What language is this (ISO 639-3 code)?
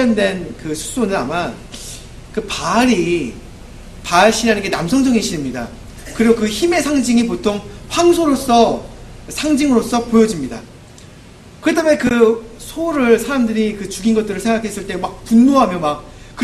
kor